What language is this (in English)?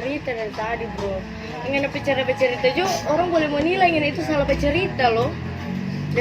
Manado Malay